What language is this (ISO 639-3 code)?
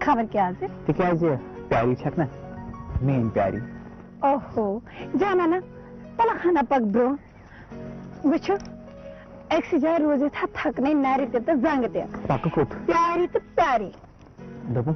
kas